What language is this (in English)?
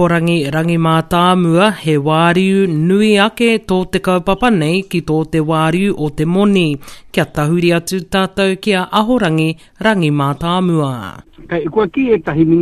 Māori